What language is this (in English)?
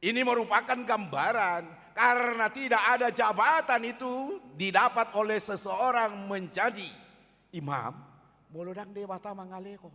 Batak Toba